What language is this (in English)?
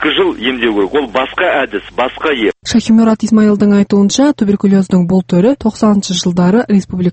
Kazakh